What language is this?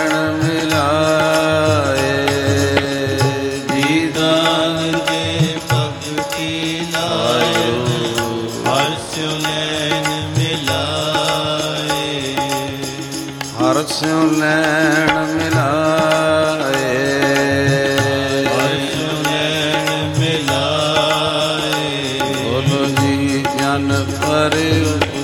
Punjabi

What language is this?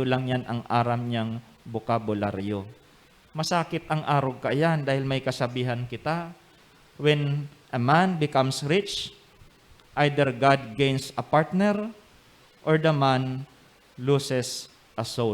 Bikol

